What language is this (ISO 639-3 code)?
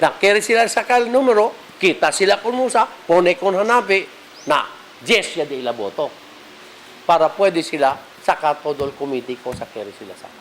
cbk